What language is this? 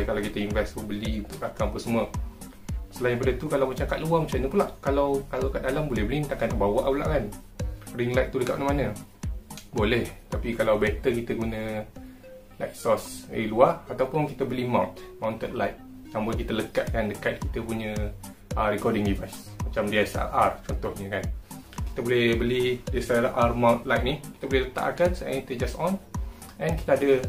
Malay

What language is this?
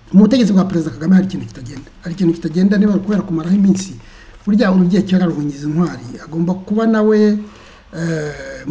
Kinyarwanda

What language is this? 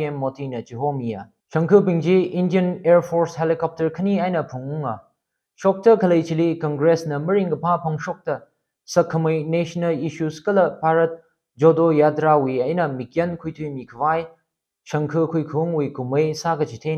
Tangkhul Naga (India)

